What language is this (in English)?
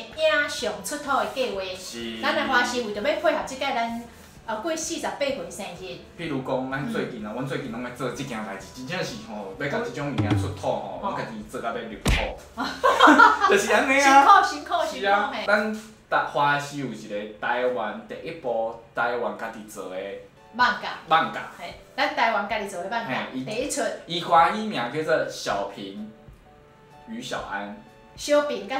Min Nan Chinese